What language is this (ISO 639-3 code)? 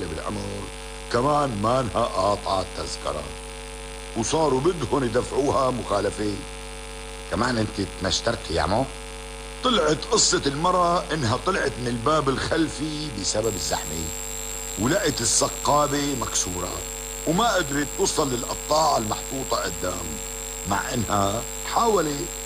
apc